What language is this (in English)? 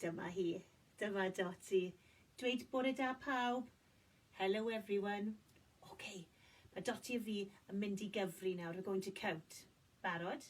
Welsh